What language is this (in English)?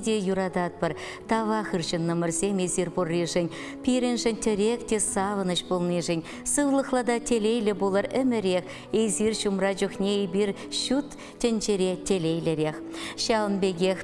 Chuvash